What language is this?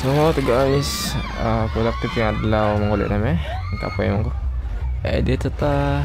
Cebuano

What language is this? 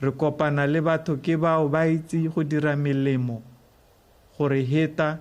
Tswana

